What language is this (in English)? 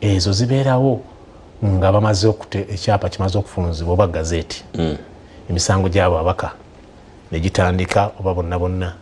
Ganda